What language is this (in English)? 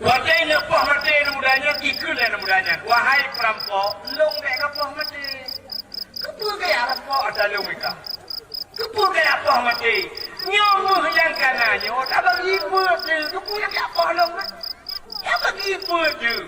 Achinese